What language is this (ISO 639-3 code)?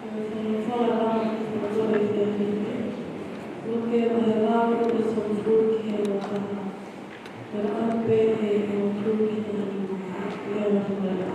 ton